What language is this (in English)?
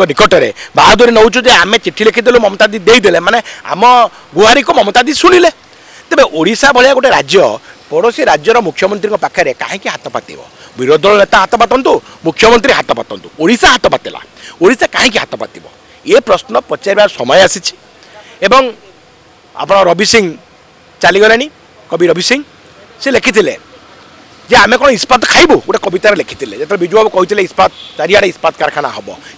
Odia